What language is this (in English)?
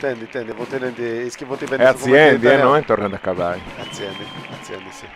Sardinian